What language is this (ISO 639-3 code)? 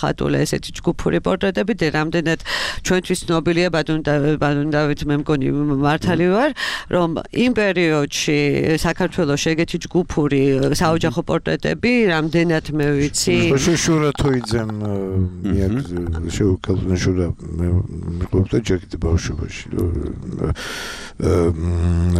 kat